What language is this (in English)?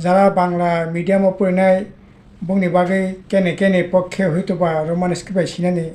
Kok Borok